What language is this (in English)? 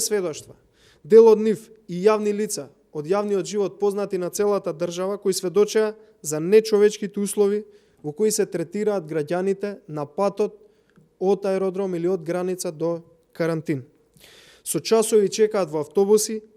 Macedonian